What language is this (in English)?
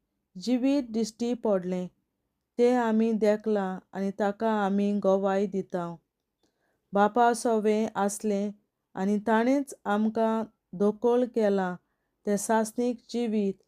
Konkani